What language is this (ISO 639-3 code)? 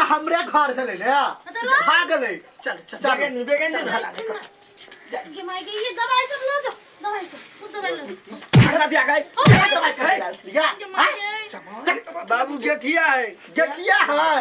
mai